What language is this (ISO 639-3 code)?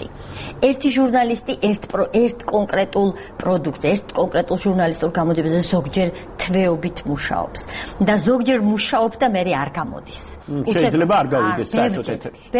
kat